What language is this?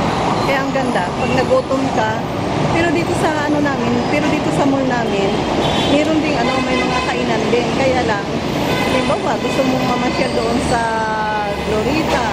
Filipino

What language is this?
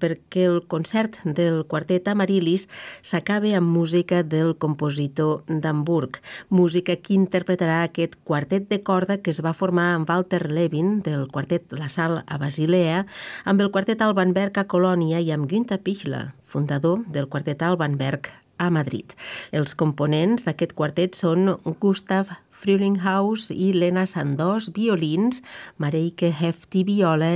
Catalan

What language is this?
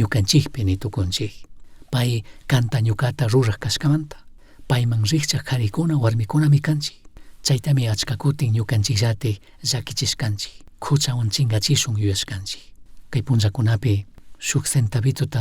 Chimborazo Highland Quichua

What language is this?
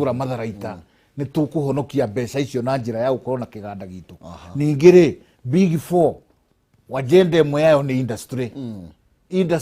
Kikuyu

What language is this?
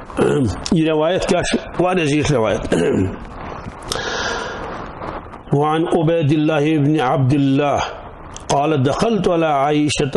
Kashmiri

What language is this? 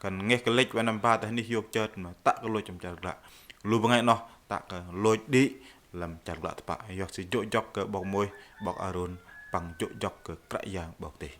Bahnar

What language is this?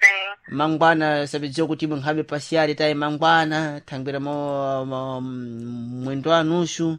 Sena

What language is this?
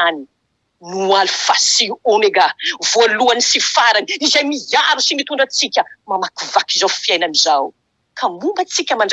Malagasy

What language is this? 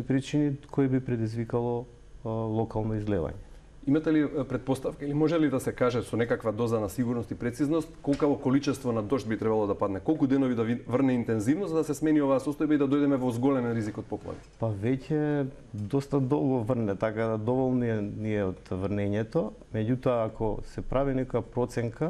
Macedonian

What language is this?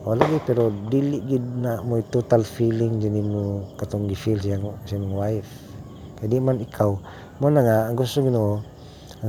Cebuano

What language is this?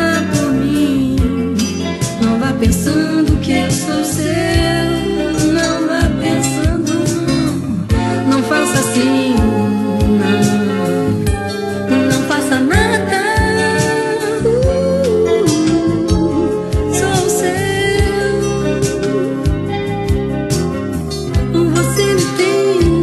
Portuguese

